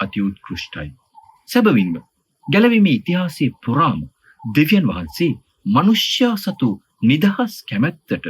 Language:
Sinhala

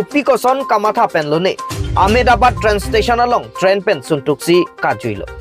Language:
Karbi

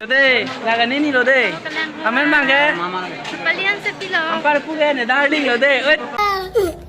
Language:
Karbi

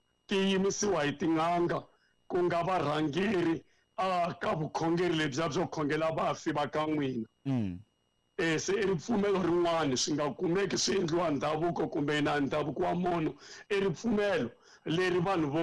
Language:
Tsonga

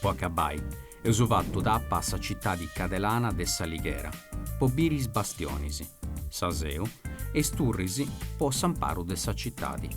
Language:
Sardinian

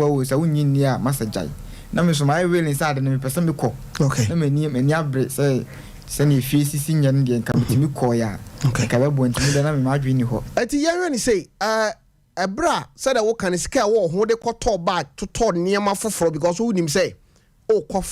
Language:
Akan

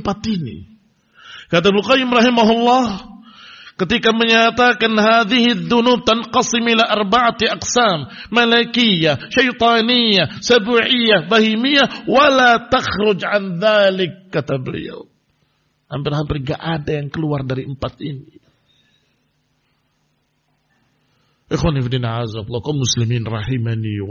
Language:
Indonesian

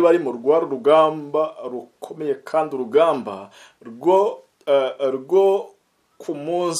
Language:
Kinyarwanda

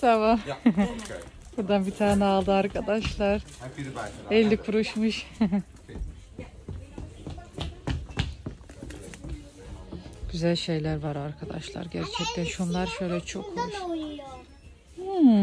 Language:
Turkish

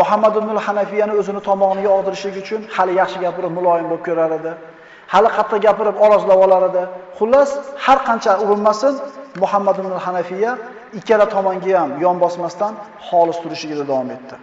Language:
Uzbek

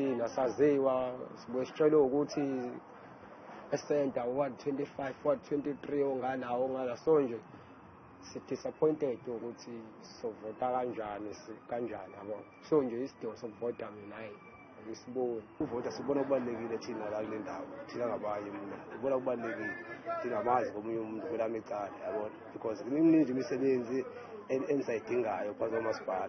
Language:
Zulu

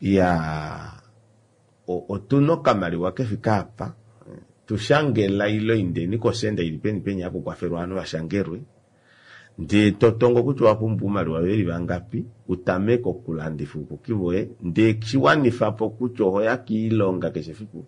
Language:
Kuanyama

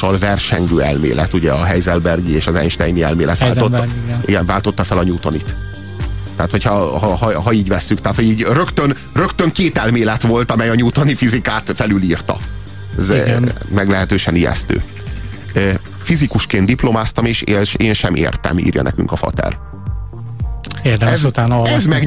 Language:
Hungarian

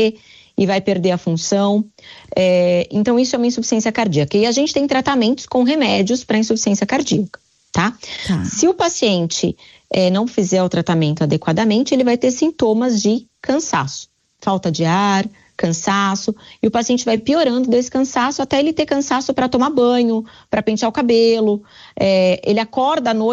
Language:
Portuguese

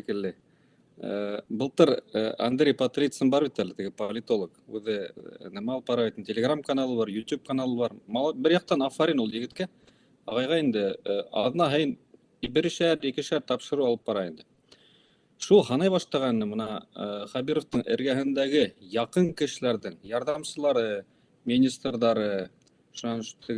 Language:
Bashkir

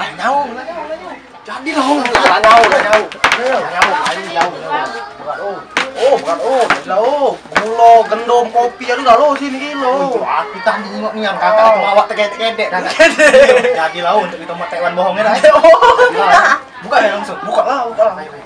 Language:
Musi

